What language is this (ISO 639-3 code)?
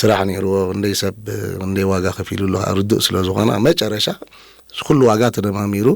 tir